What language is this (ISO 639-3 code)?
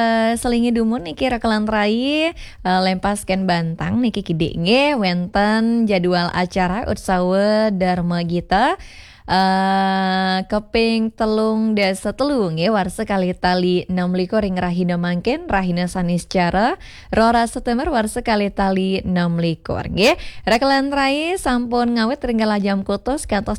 ban